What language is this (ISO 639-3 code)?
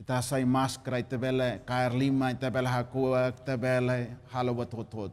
tet